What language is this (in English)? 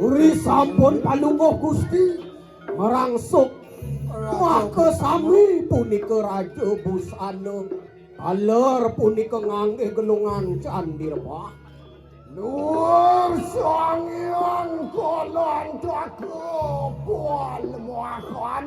Balinese